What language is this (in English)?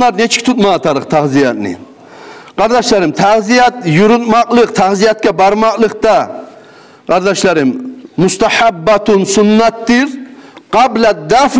Kumyk